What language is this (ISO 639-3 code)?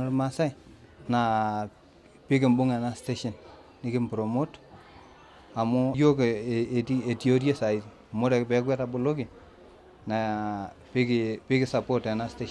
mas